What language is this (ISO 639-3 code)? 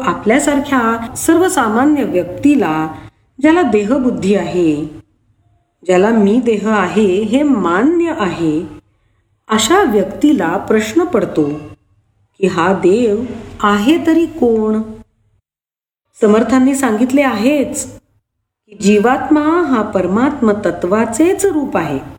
mar